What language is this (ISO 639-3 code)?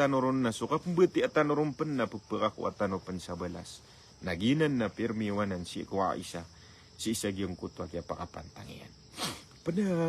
mrw